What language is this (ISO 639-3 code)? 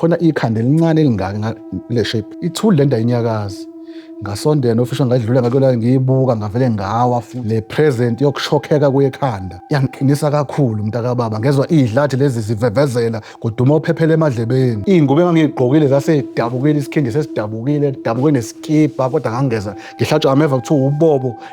zul